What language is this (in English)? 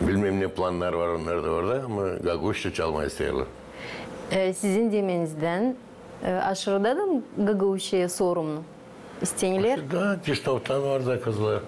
Gagauz